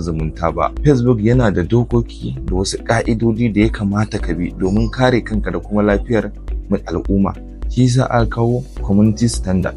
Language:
Hausa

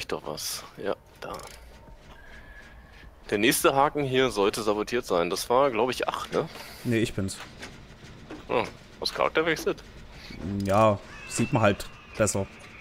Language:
German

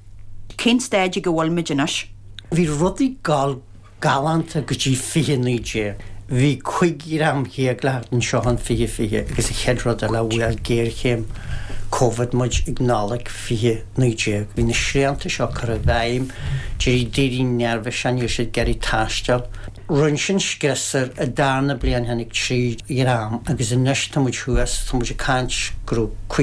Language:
Irish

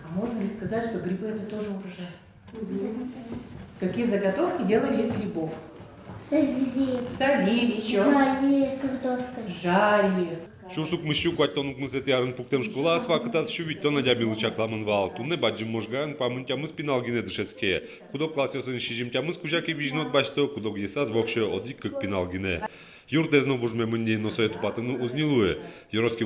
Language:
Udmurt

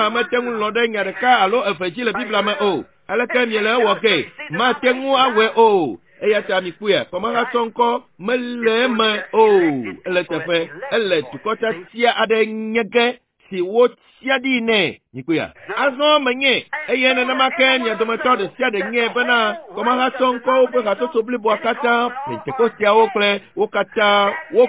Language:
Ewe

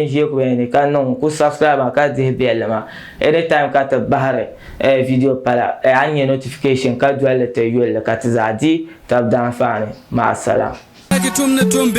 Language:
Dagbani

